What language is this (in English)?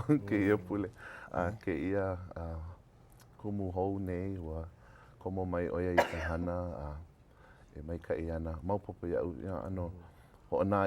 Hawaiian